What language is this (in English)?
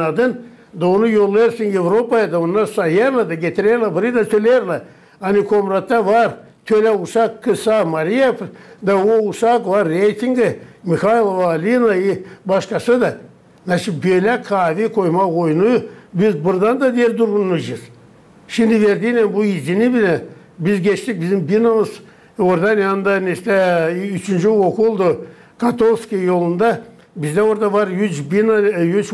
Gagauz